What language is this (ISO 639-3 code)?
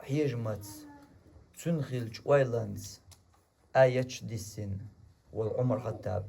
che